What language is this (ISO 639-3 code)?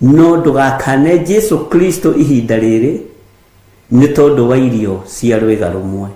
kik